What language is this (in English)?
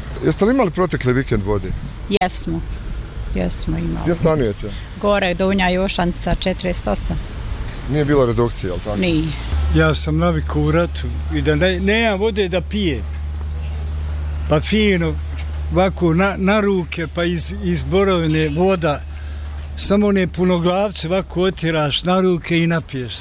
Bosnian